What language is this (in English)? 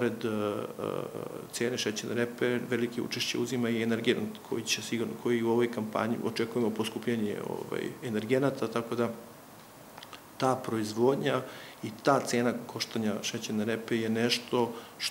Serbian